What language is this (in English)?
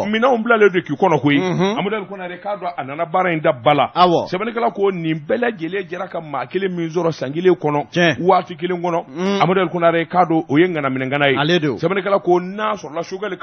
Bambara